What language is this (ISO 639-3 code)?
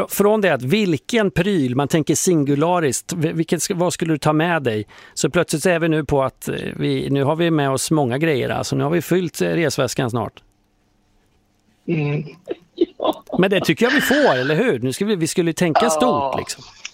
swe